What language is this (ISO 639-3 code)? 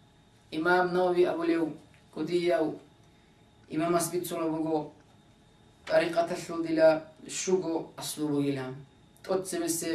ava